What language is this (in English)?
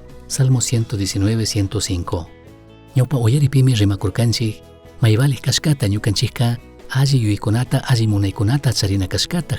Chimborazo Highland Quichua